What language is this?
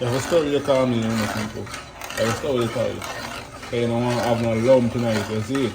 Jamaican Creole English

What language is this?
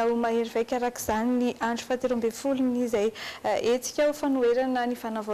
Malagasy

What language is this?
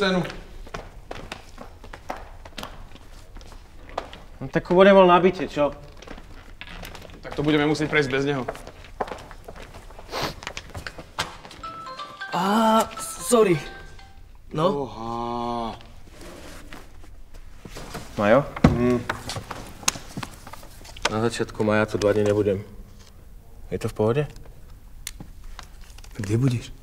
Slovak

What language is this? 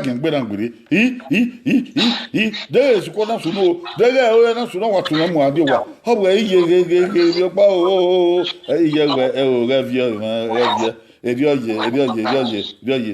Bini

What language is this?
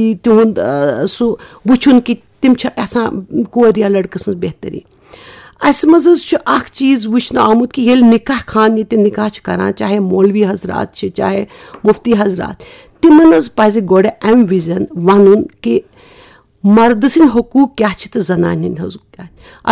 Kashmiri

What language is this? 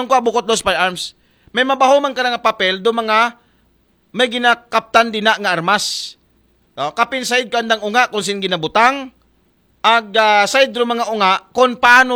Aklanon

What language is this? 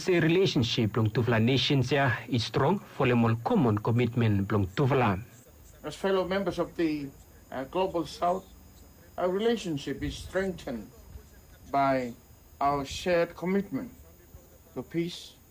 Bislama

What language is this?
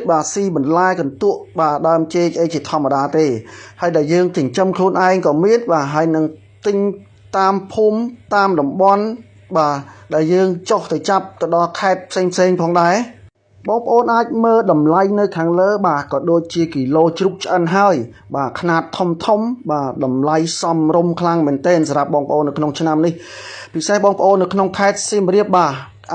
Khmer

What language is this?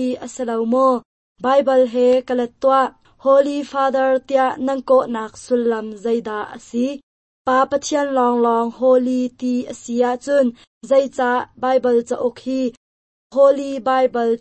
Hakha Chin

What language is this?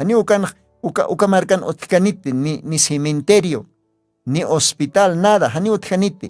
Aymara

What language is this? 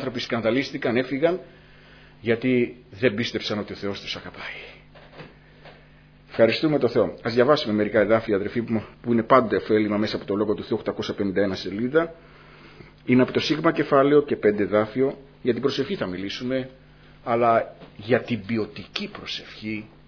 Greek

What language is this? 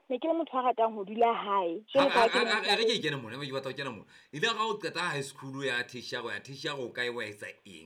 Southern Sotho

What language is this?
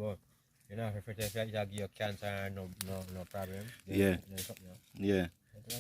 Jamaican Creole English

